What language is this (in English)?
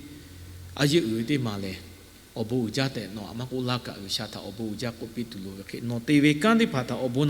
Lahu